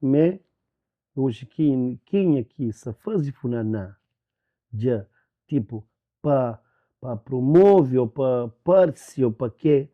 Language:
Kabuverdianu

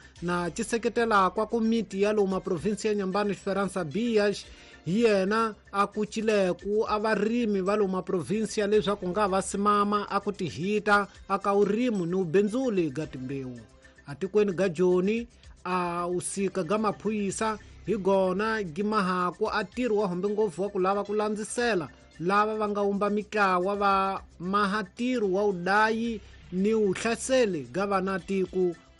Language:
Tsonga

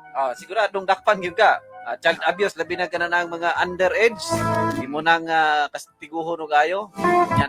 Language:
Cebuano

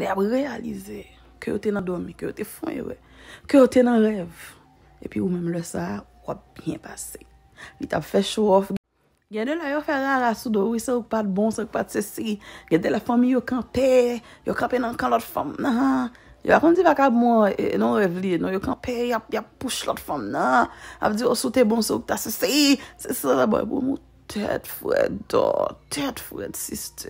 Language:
Haitian Creole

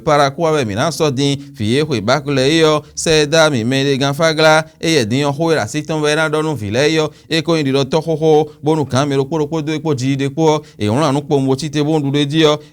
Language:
Fon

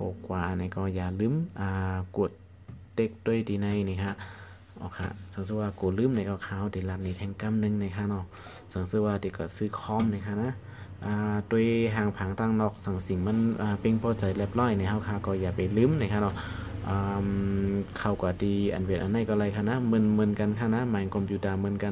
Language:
Shan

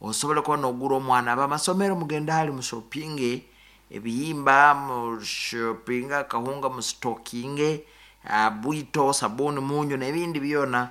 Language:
Nyankole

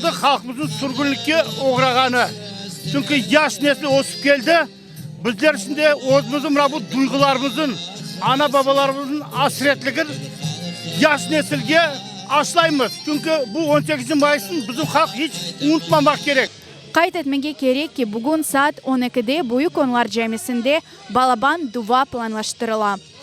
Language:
Crimean Tatar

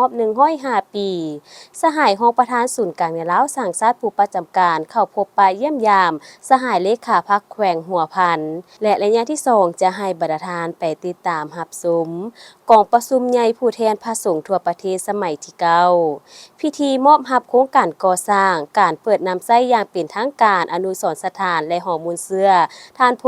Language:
Lao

